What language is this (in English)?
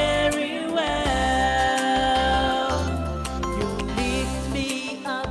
Gilbertese